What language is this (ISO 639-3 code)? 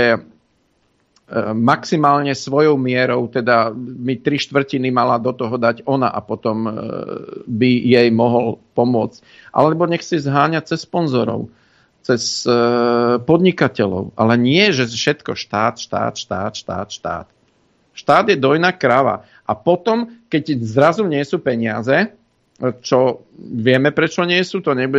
slk